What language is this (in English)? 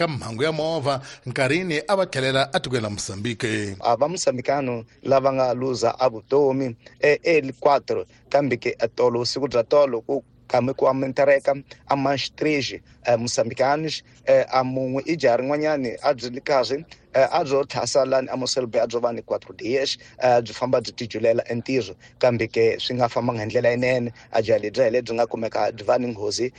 Tsonga